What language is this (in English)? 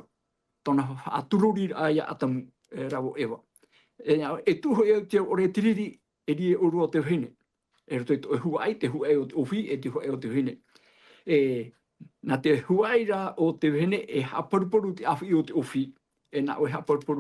Tahitian